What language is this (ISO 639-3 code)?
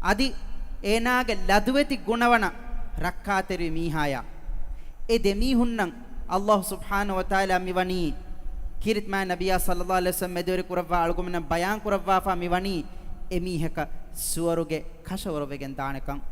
div